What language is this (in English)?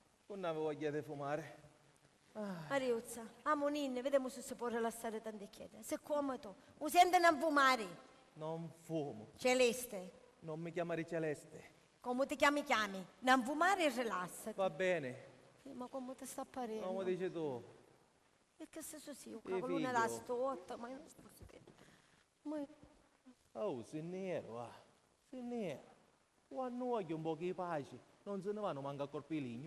Sicilian